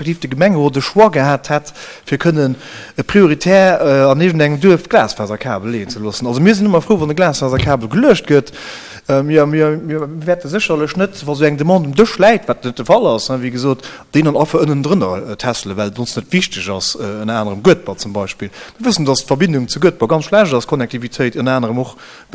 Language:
Luxembourgish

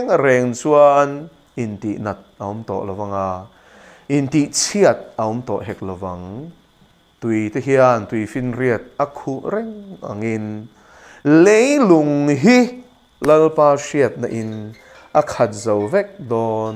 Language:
Mizo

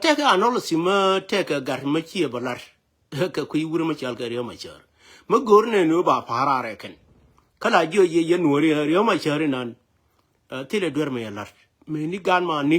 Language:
Nuer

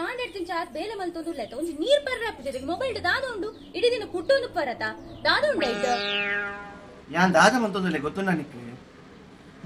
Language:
Tulu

